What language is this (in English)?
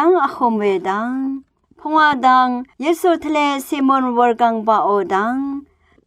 Rawang